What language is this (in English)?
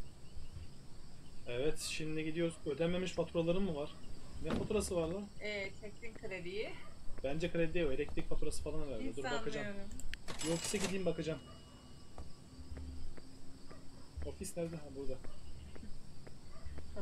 Turkish